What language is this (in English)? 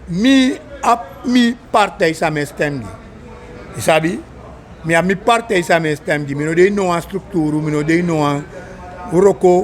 Sranan Tongo